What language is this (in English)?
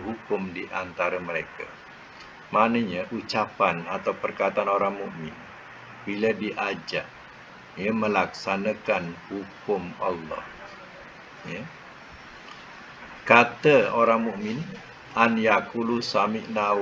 Malay